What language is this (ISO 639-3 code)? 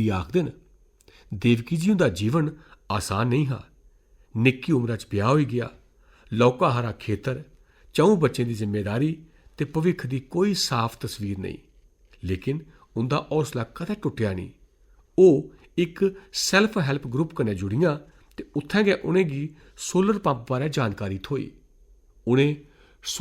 doi